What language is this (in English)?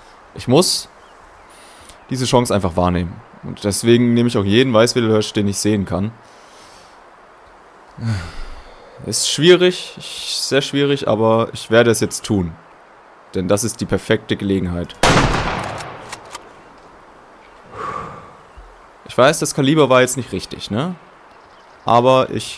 German